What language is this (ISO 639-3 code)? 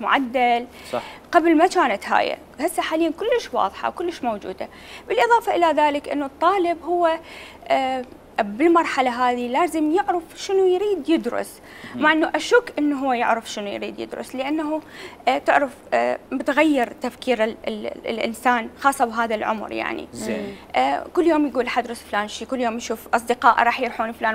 acm